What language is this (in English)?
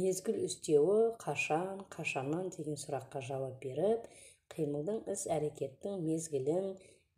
Kazakh